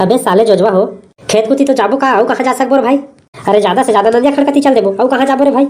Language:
Chhattisgarhi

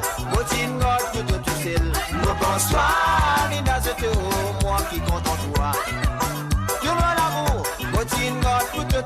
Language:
Morisyen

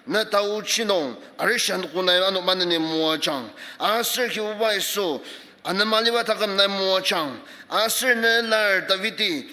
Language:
Ao Naga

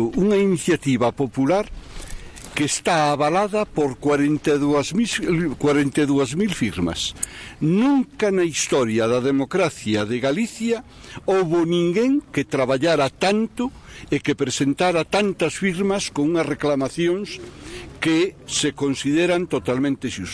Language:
Galician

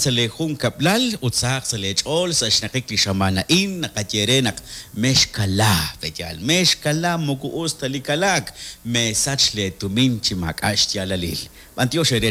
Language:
Kekchí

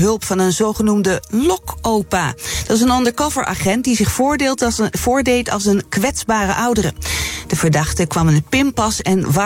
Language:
Dutch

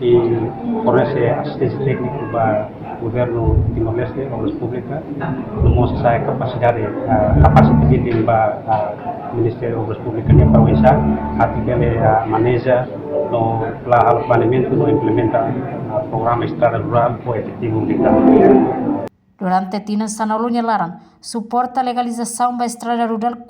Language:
Tetum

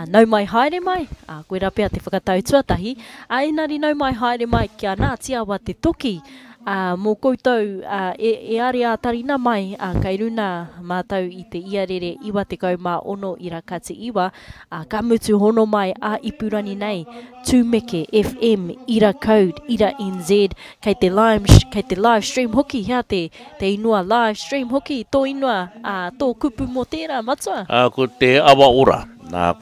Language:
Māori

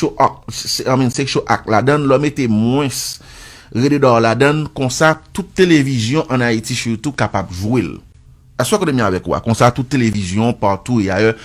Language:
Haitian Creole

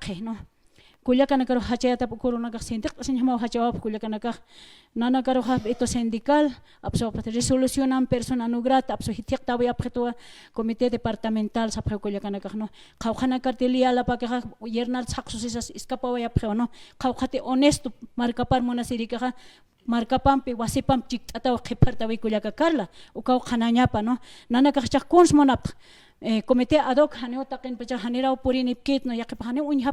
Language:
Aymara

